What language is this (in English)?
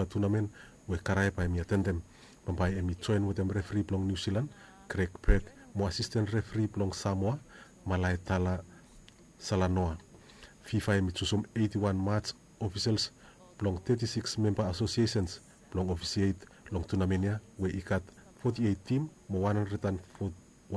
Bislama